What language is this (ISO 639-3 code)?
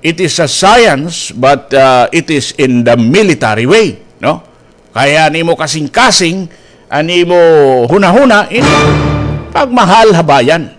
war